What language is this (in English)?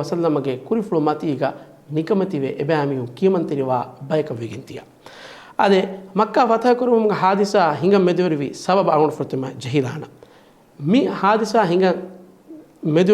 Divehi